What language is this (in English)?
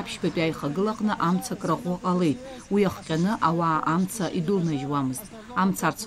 Abkhazian